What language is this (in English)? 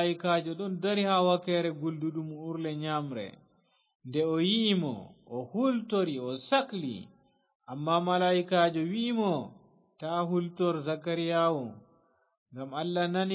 Fula